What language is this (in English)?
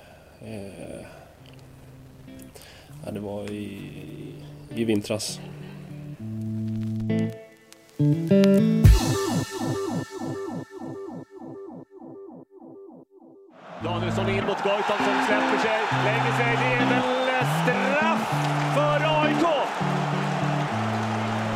Swedish